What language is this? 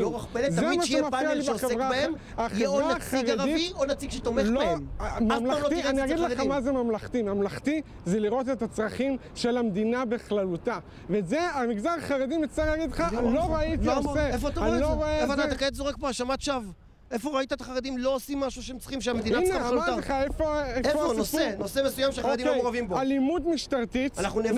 Hebrew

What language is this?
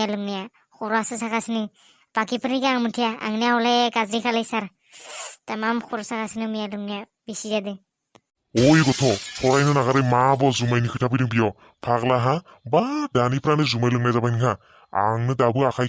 Bodo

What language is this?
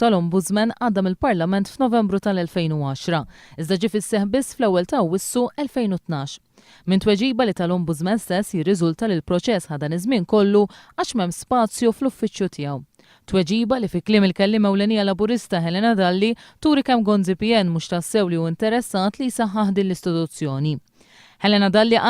Maltese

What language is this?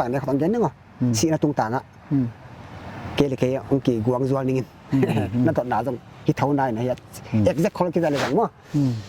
Paite Chin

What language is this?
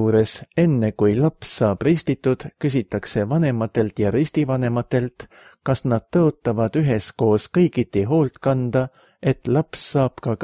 Estonian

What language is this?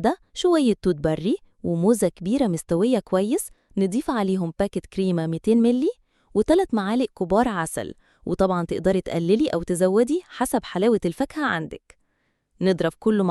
Egyptian Arabic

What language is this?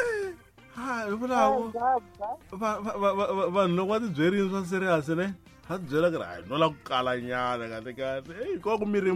Tsonga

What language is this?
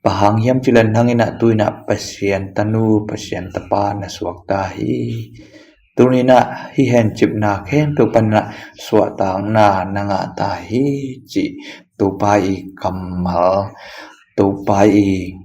Tedim Chin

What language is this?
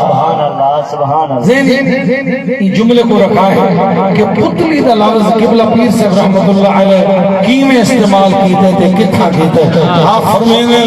Saraiki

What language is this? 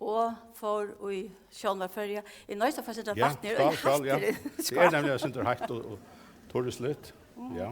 Faroese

